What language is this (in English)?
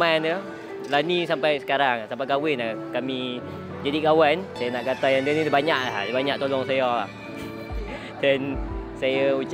Malay